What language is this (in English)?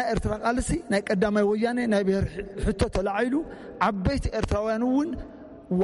Tigrinya